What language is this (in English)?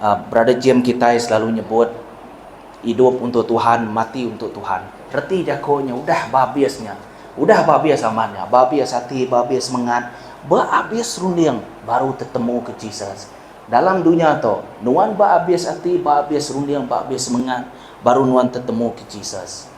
Iban